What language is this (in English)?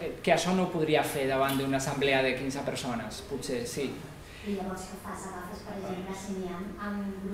Catalan